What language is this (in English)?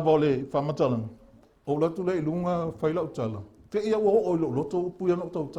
Samoan